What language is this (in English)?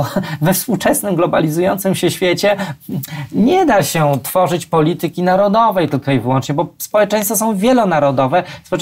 Polish